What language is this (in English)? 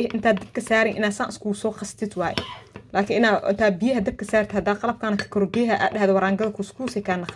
Somali